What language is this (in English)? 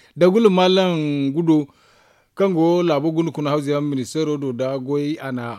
Zarma